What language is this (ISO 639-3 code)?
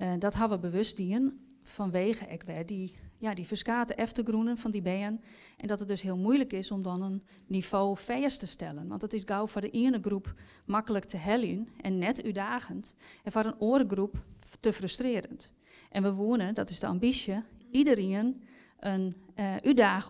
fry